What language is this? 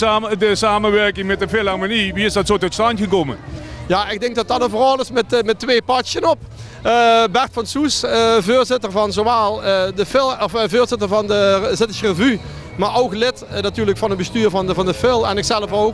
Limburgish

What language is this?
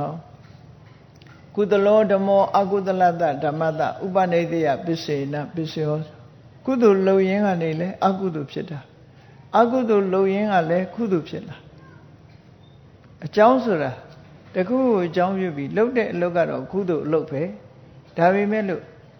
Burmese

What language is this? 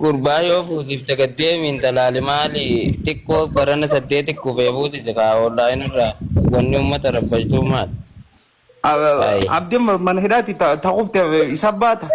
Oromo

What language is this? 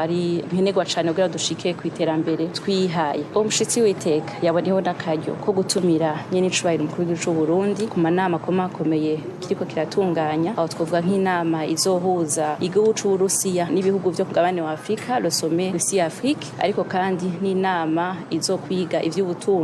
Rundi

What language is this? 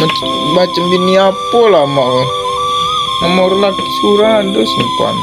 Minangkabau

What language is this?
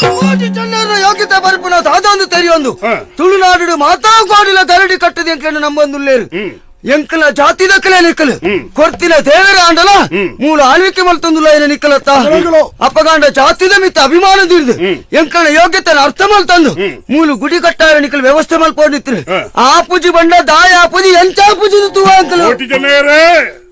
Tulu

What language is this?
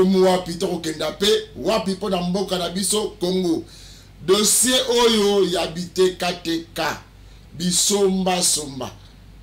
Lingala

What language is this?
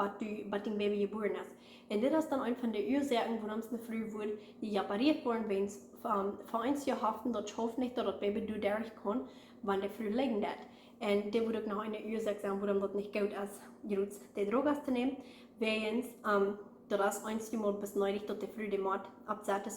Plautdietsch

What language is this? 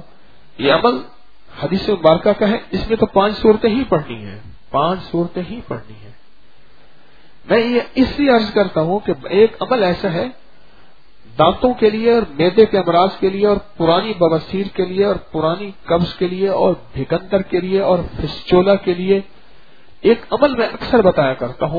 Urdu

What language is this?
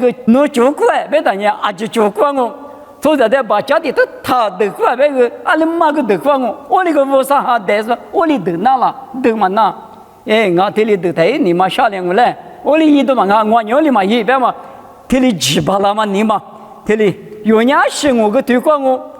Lisu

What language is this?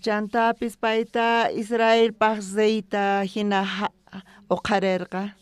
South Bolivian Quechua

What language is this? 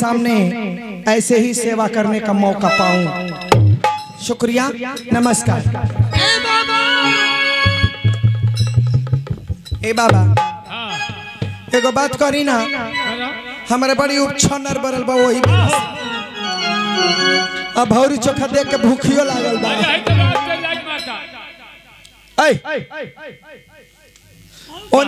Bhojpuri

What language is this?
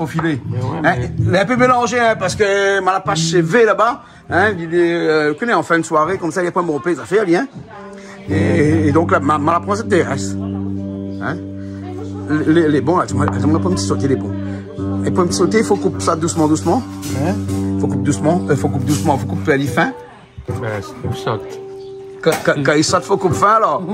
Réunion Creole French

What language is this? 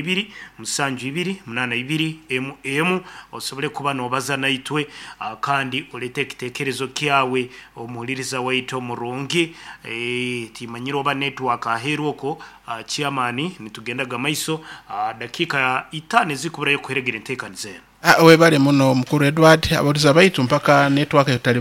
Nyoro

